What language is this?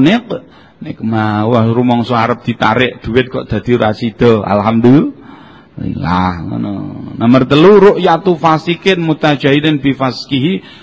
Javanese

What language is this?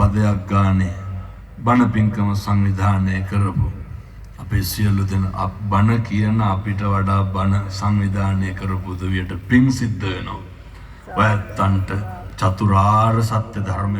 Sinhala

